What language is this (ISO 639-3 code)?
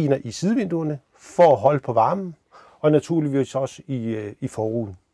dan